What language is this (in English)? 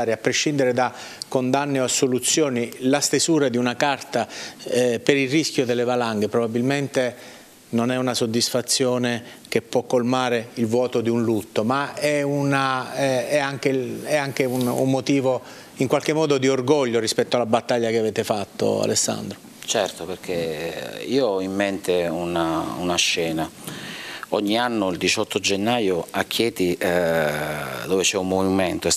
Italian